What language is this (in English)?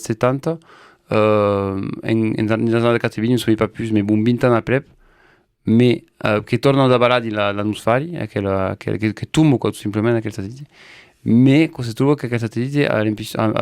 Occitan